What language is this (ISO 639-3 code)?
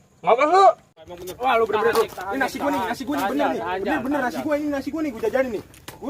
bew